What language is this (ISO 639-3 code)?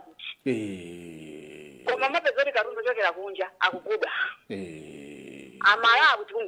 nya